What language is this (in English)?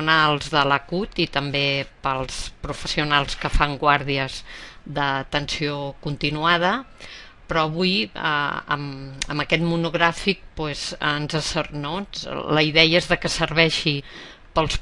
Catalan